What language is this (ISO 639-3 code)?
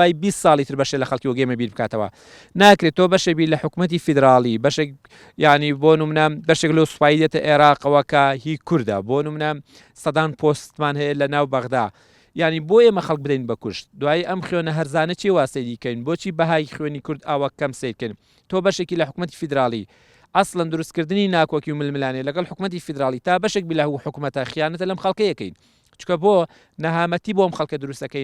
ckb